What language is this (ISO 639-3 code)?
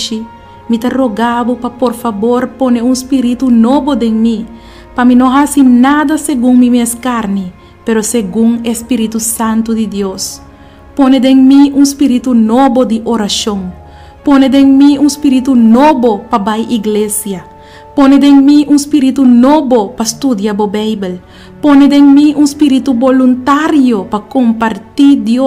pap